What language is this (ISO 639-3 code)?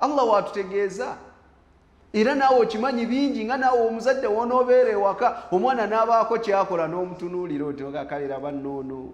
lug